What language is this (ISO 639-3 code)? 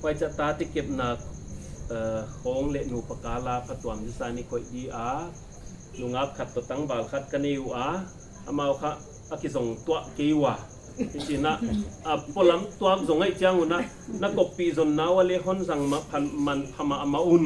pck